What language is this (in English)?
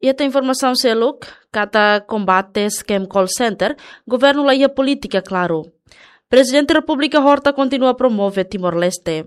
Tetum